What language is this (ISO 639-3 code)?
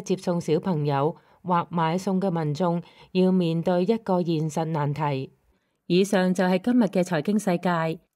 yue